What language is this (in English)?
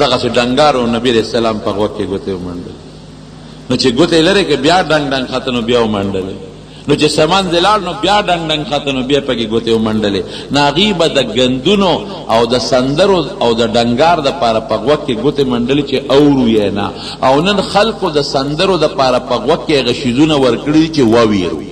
Pashto